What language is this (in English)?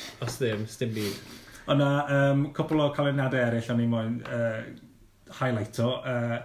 Welsh